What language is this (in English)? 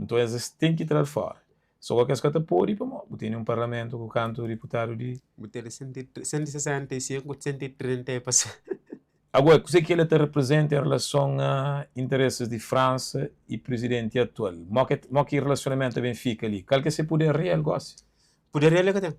Kabuverdianu